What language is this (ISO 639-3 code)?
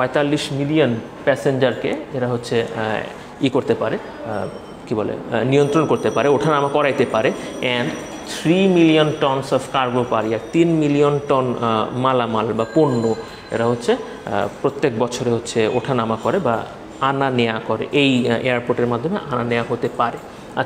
ben